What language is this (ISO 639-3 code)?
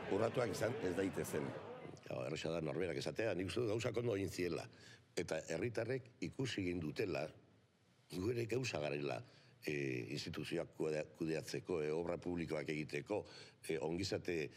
eus